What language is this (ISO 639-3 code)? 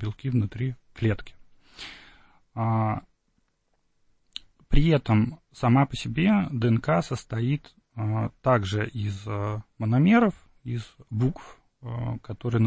rus